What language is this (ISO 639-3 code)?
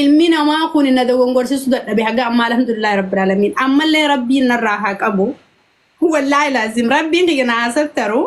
orm